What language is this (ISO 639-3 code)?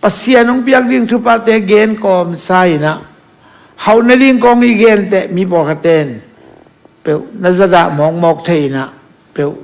ctd